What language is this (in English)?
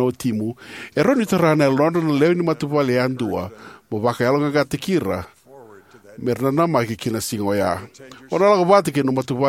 Fijian